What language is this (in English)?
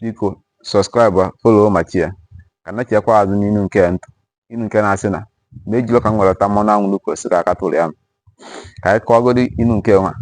Igbo